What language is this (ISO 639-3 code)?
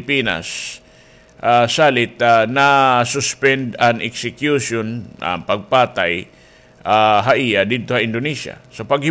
war